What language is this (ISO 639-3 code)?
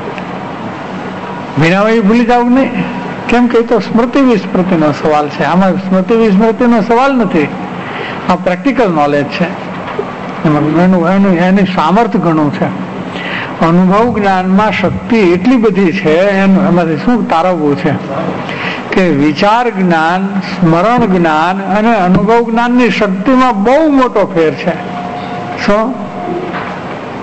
guj